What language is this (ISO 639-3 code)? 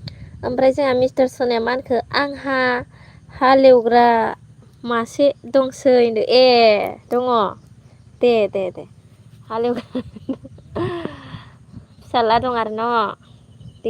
brx